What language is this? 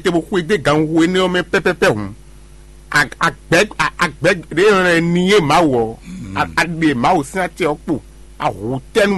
Fon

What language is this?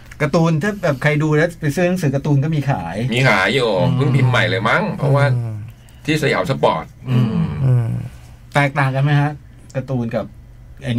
Thai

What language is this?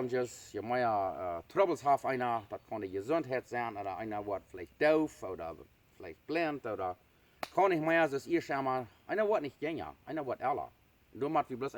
Plautdietsch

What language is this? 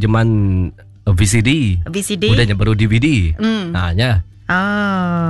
Iban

